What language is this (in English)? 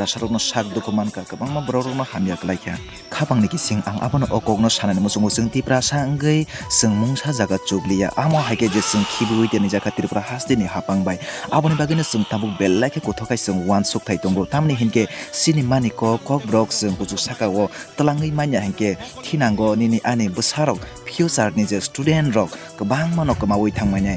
Kok Borok